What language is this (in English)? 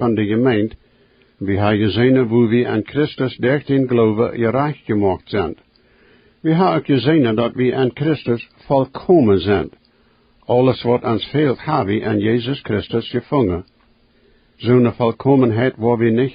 Plautdietsch